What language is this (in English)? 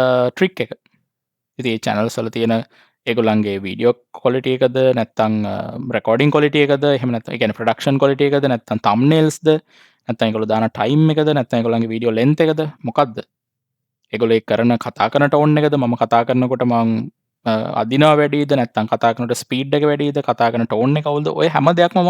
Sinhala